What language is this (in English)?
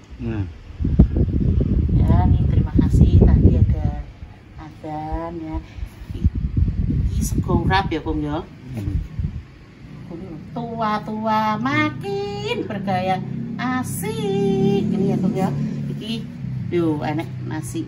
Indonesian